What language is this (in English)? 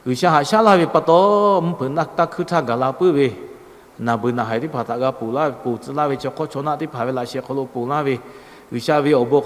Lahu